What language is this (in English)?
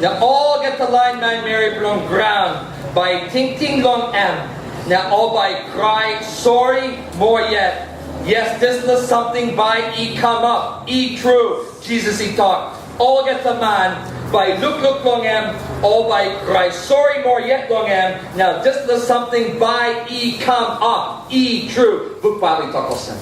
Tok Pisin